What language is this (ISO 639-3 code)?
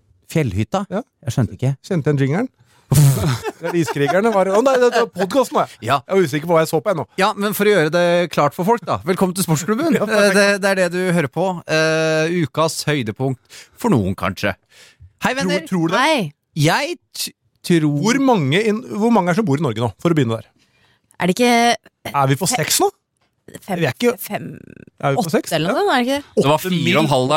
nor